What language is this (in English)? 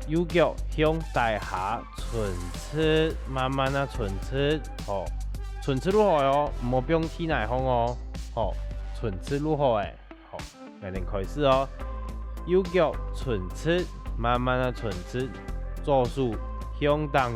Hakka Chinese